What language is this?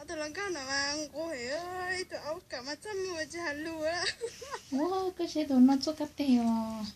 Hmong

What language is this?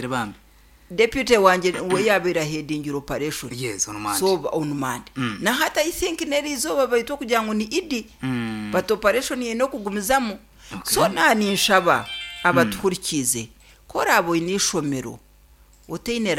Nyankole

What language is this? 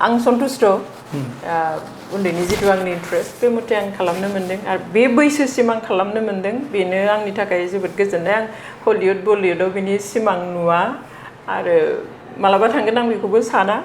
Bodo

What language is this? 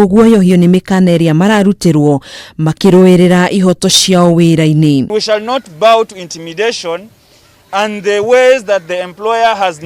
Kikuyu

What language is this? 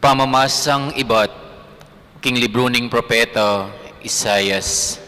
Pampanga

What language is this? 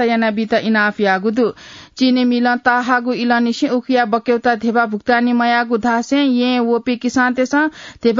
Newari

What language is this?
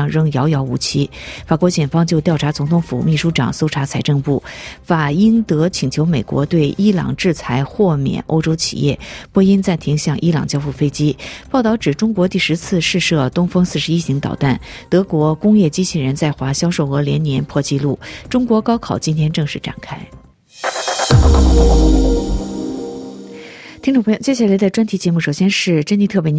Chinese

